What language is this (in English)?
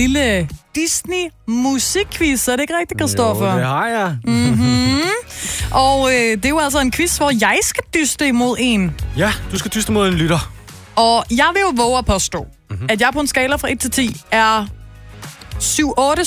Danish